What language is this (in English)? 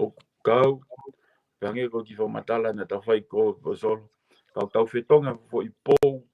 Tongan